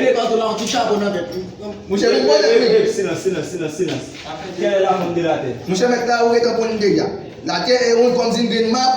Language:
Haitian Creole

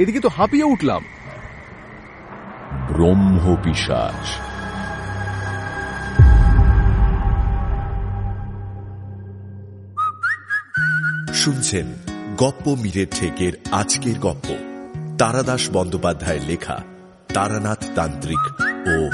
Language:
Bangla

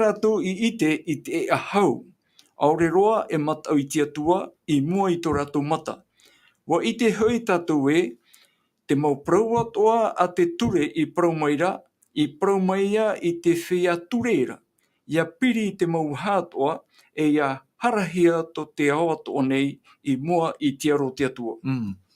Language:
Tahitian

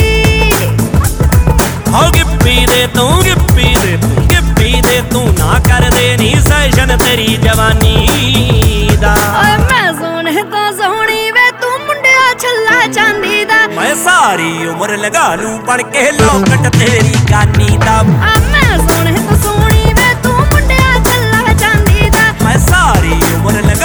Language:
Punjabi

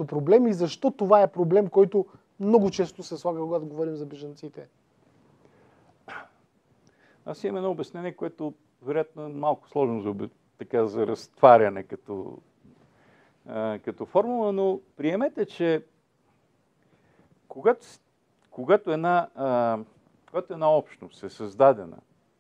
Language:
Bulgarian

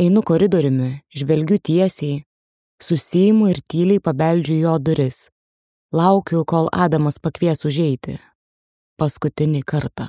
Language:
Lithuanian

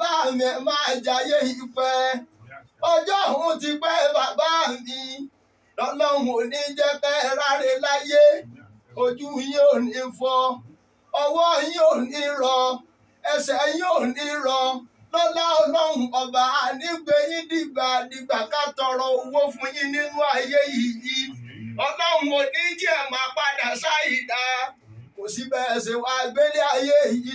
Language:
Yoruba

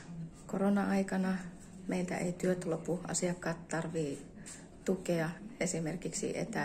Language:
Finnish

